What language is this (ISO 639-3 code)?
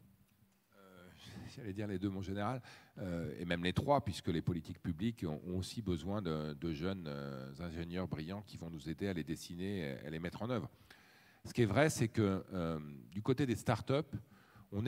fra